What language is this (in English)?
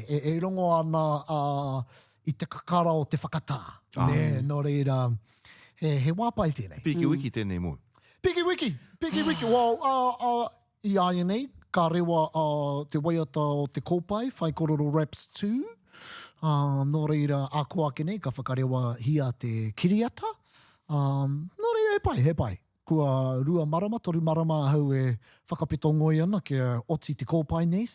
Māori